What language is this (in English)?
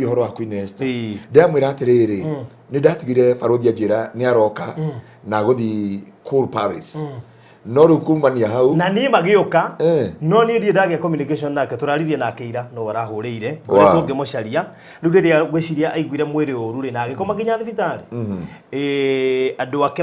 Kikuyu